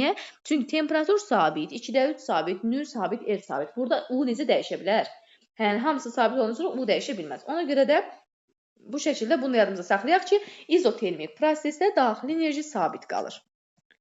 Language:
Azerbaijani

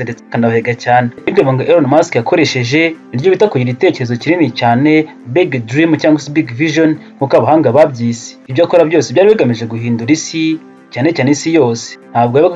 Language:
Kinyarwanda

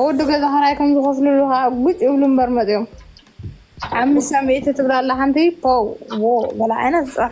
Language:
Tigrinya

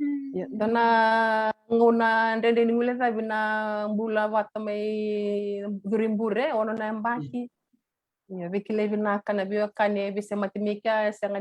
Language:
Fijian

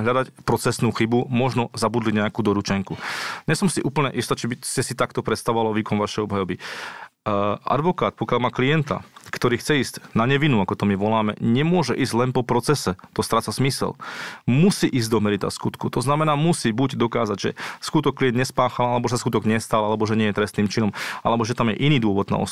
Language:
Slovak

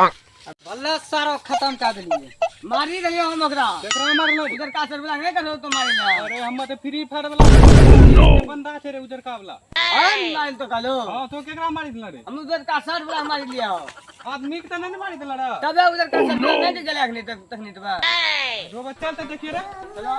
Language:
Maithili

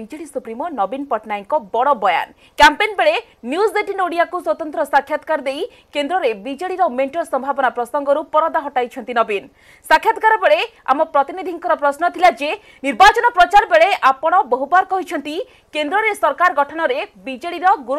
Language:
Odia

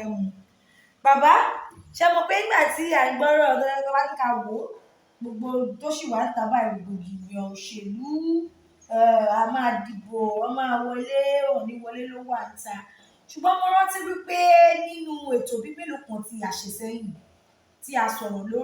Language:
Yoruba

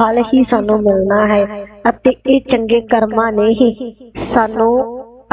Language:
Punjabi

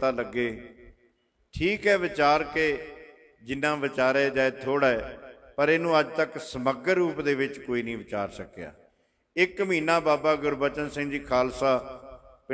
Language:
Punjabi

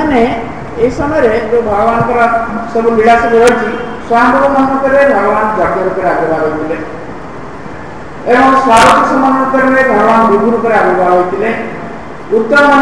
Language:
Odia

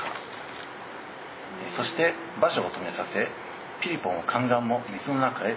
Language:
Japanese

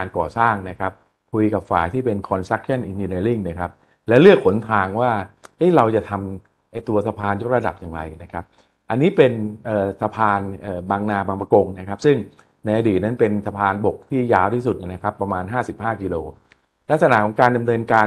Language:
Thai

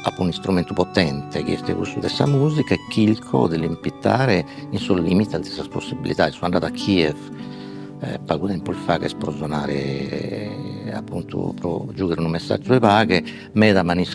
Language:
Sardinian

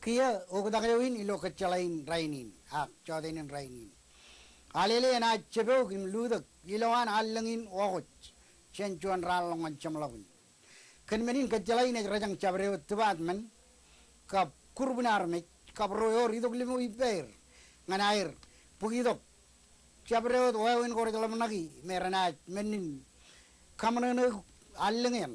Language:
Marshallese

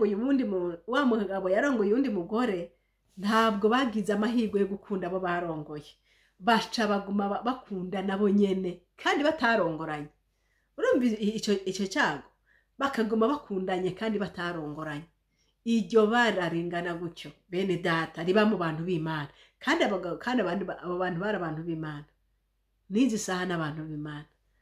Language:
Rundi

